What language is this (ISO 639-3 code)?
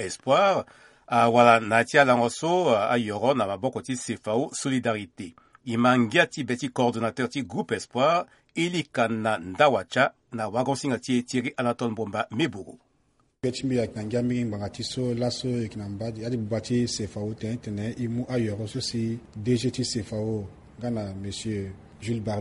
sag